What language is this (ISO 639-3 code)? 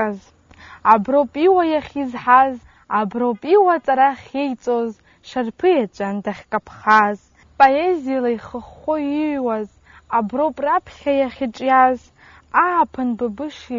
abk